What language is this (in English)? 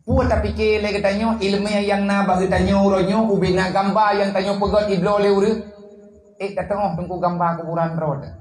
Achinese